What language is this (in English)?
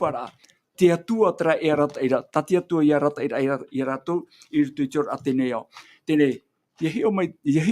Tahitian